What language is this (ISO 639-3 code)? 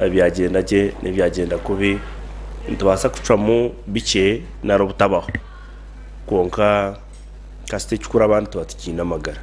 nyn